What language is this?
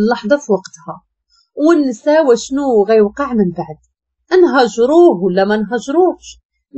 Moroccan Arabic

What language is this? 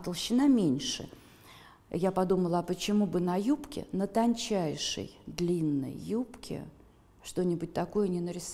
Russian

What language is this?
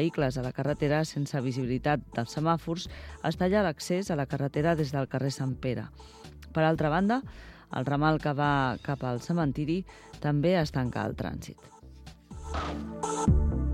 Catalan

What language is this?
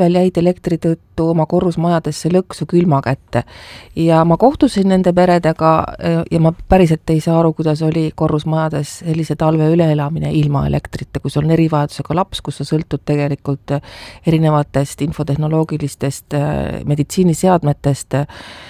Estonian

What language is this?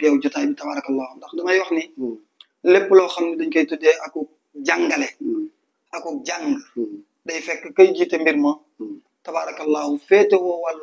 Wolof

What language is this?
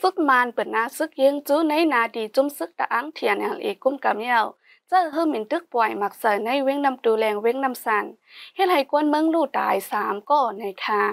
Shan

